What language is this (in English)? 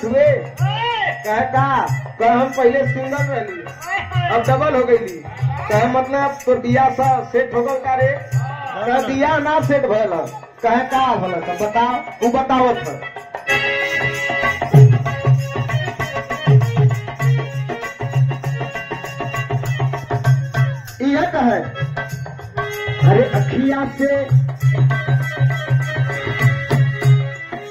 Bhojpuri